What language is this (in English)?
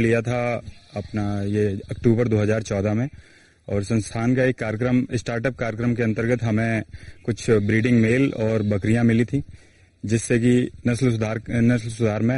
Hindi